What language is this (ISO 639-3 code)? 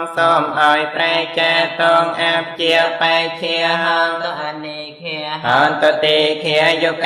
khm